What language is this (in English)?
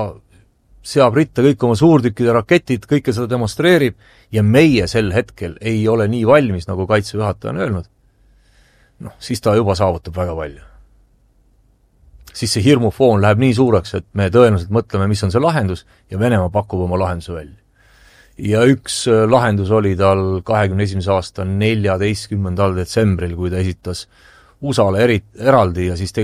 Estonian